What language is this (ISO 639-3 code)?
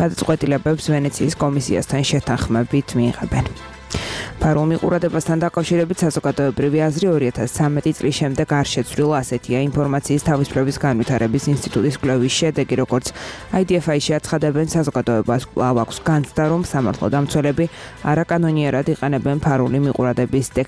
kat